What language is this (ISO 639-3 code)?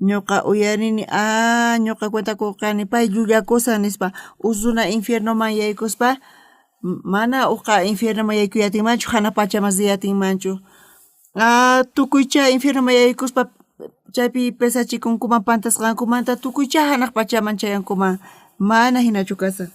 quh